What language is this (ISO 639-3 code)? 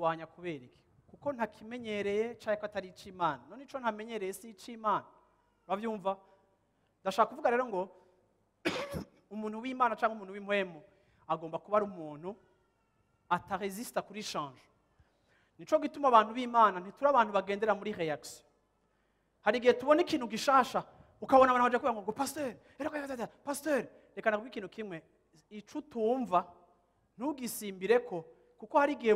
run